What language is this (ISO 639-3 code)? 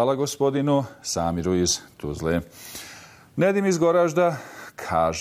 bos